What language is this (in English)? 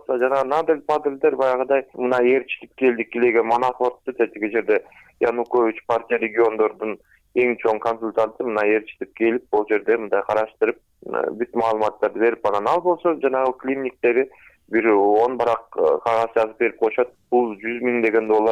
Kyrgyz